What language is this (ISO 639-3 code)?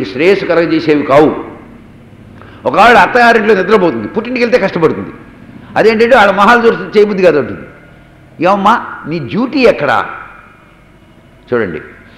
tel